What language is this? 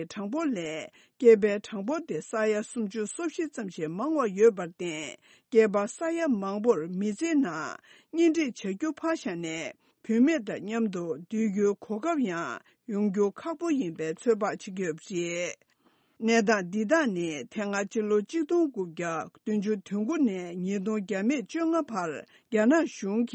Tibetan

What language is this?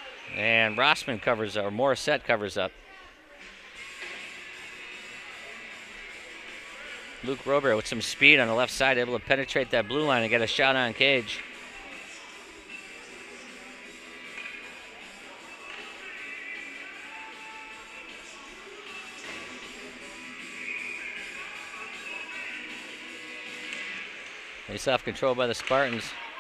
English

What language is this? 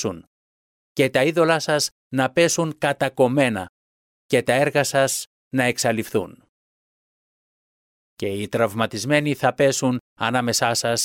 Greek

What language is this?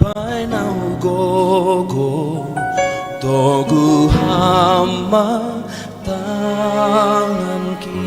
Batak Simalungun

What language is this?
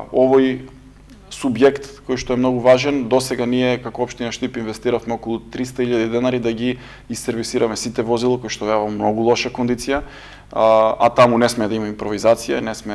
Macedonian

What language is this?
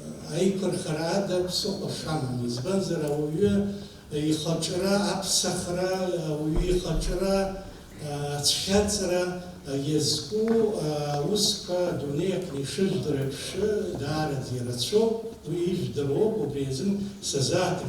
Abkhazian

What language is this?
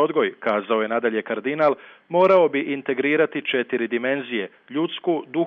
Croatian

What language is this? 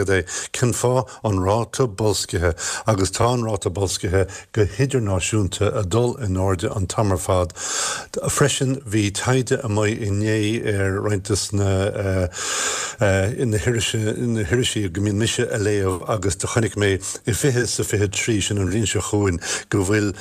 Irish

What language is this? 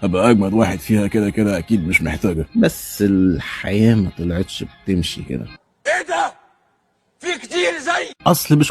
Egyptian Arabic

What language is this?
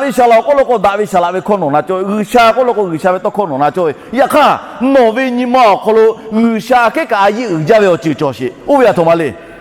Lahu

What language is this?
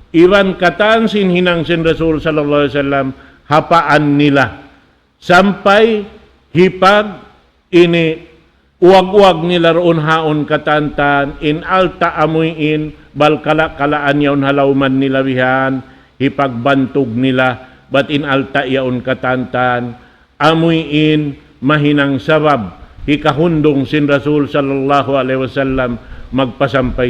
Tausug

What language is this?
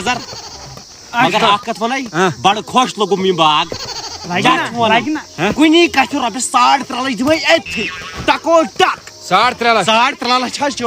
Kashmiri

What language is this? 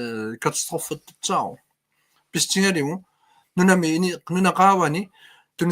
Kalaallisut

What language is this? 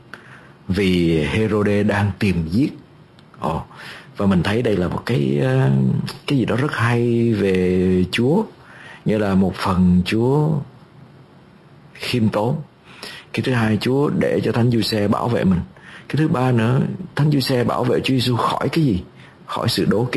Vietnamese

